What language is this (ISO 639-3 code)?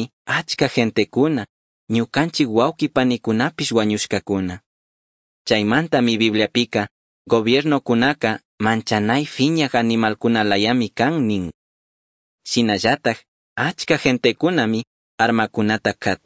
qug